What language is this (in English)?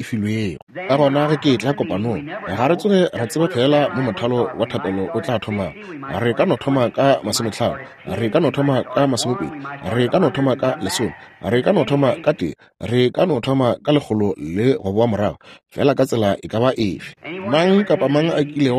Northern Sotho